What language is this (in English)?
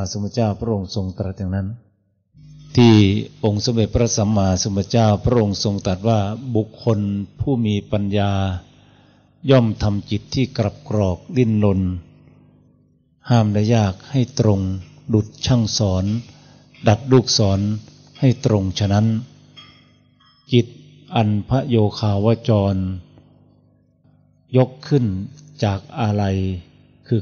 Thai